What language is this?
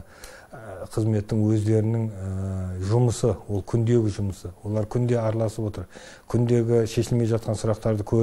Kazakh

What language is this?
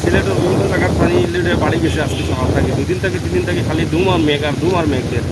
Sylheti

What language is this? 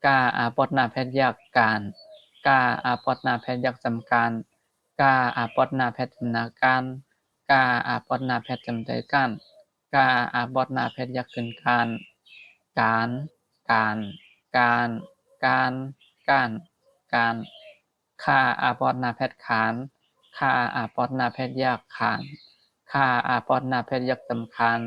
Shan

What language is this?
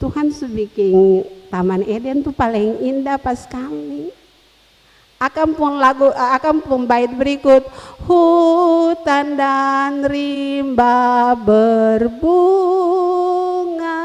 Ambonese Malay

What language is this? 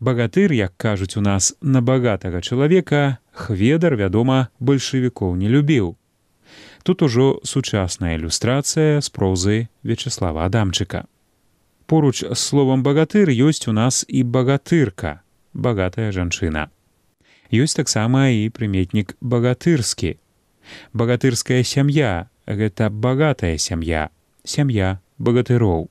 Belarusian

